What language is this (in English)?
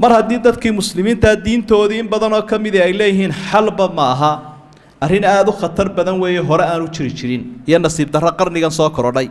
Somali